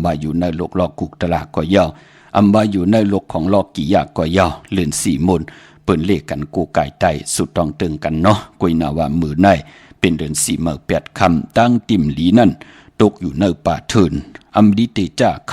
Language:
Shan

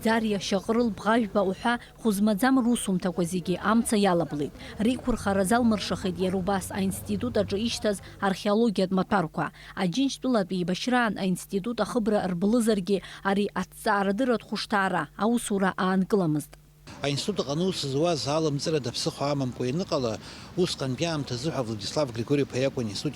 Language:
Abkhazian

